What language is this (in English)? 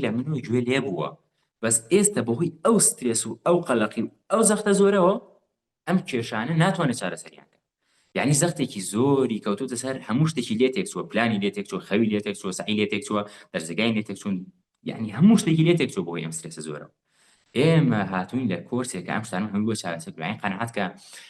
Central Kurdish